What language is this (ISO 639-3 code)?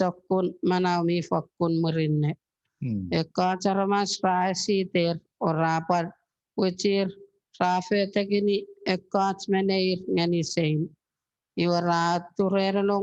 chk